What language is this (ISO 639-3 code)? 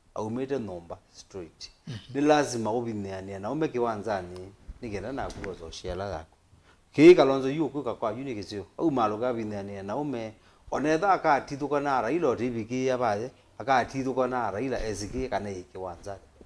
kam